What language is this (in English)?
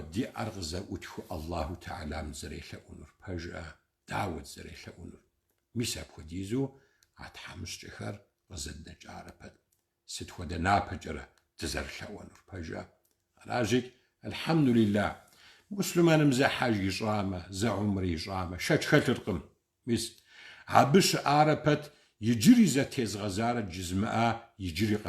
Kabardian